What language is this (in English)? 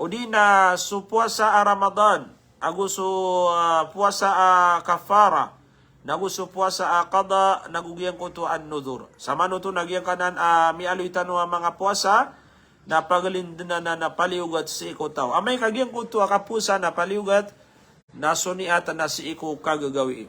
Maranao